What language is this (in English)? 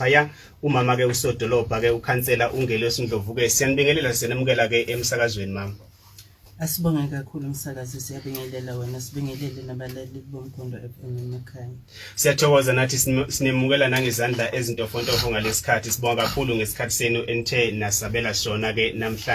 Zulu